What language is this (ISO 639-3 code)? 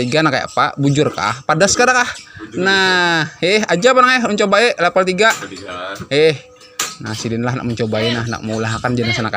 bjn